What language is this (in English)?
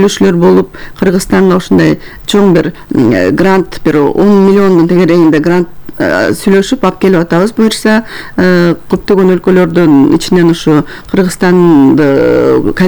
Kyrgyz